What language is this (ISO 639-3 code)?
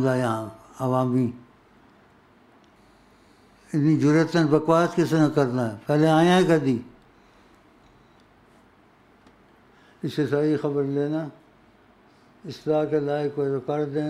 urd